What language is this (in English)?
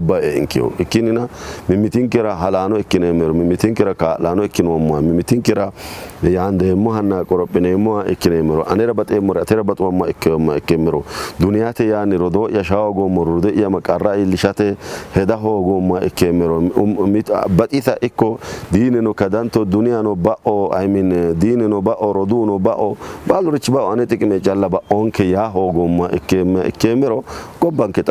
Sidamo